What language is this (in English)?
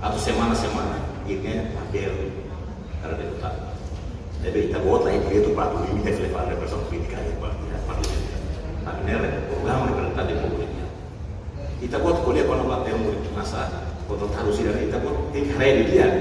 Tetum